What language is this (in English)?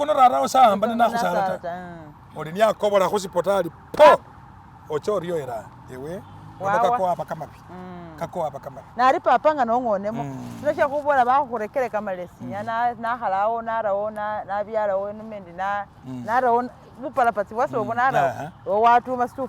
Masaaba